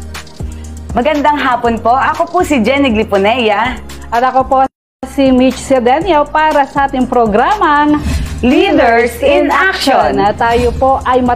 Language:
Filipino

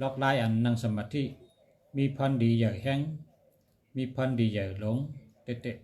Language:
Shan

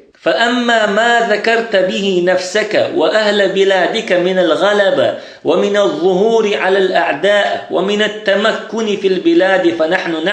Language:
Chechen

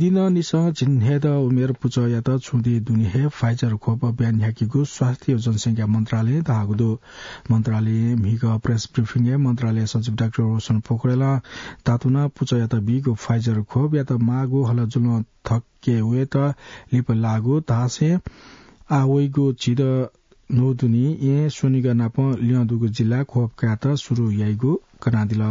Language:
Newari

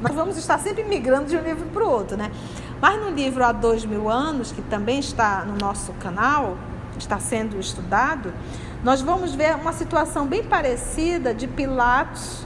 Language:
Portuguese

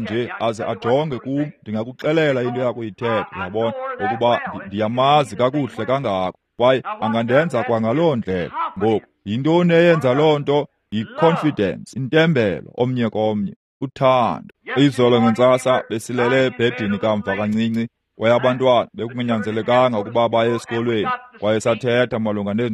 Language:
Xhosa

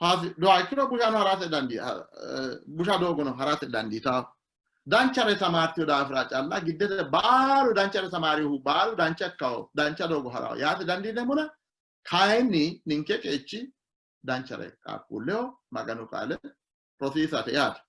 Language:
Sidamo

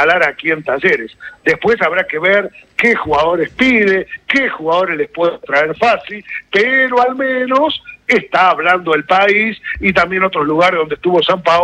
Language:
Spanish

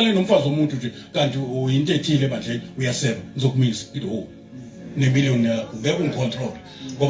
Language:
Zulu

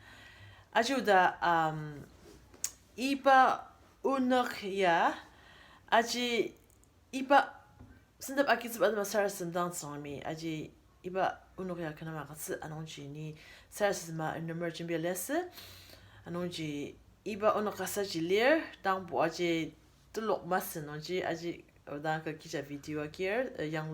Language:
Ao Naga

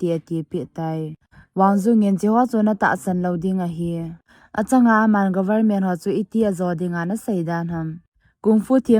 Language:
Thado Chin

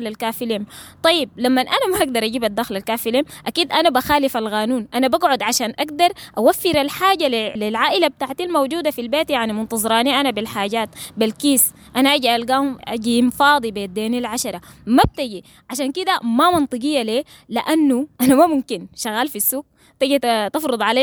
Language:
Sudanese Arabic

